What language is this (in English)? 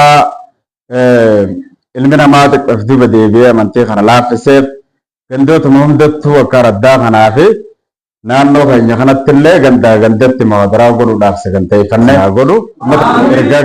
Oromo